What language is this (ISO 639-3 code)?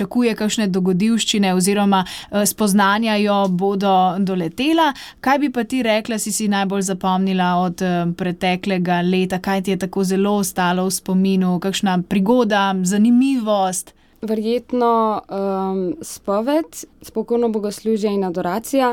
slv